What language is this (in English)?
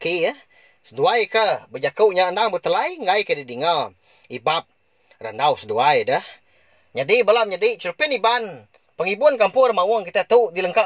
Iban